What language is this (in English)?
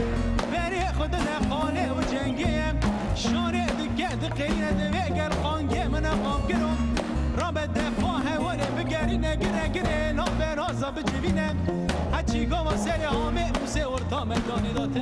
Kurdish